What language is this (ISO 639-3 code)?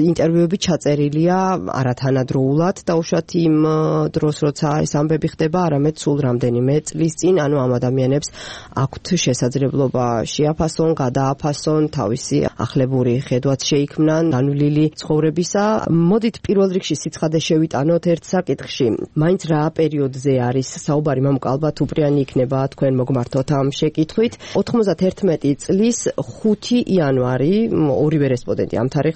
kat